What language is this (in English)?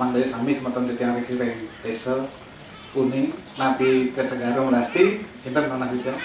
Balinese